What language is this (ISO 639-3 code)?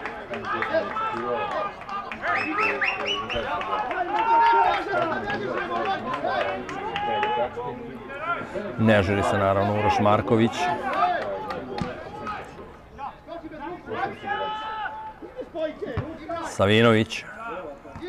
srp